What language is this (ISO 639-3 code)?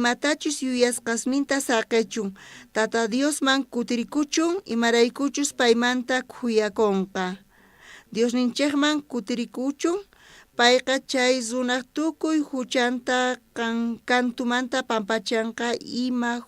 quh